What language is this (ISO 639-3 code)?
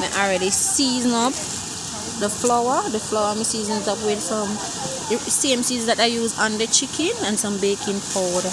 jam